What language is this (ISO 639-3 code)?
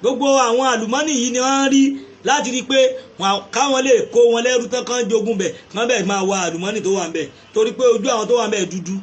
yor